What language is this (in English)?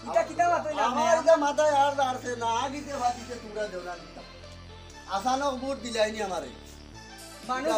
Sylheti